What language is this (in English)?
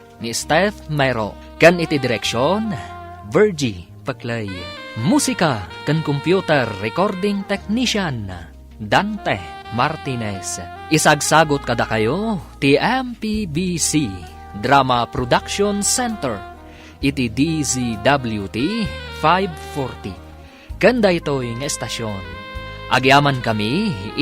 Iloko